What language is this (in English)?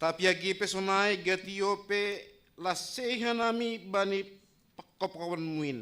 Batak Simalungun